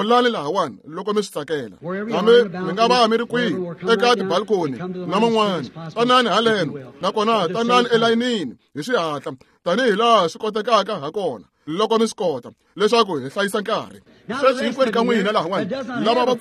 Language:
Tsonga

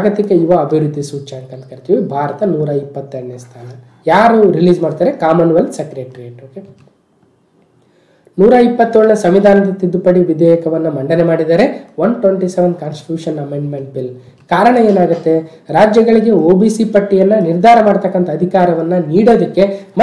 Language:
Kannada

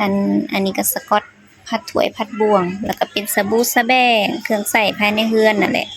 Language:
Lao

